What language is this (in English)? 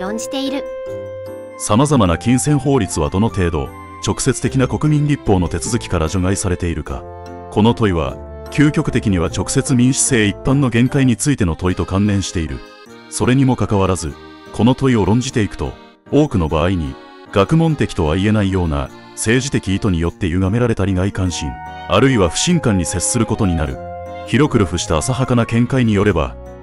Japanese